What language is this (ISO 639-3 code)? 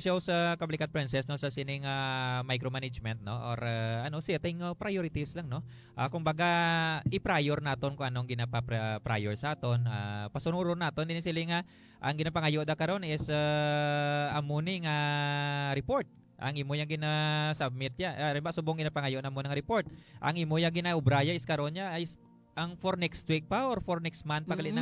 hil